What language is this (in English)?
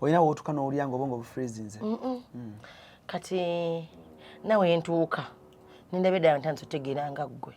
Ganda